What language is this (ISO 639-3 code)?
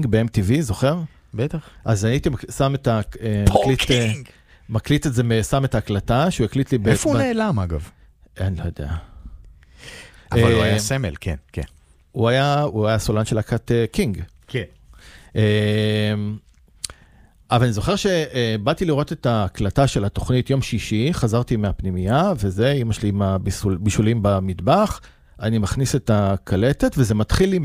heb